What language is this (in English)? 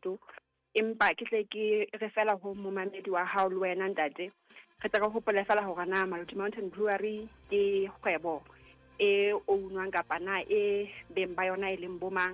Southern Sotho